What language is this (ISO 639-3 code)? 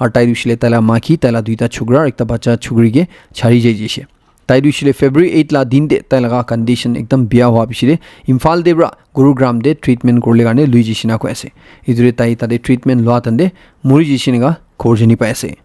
nag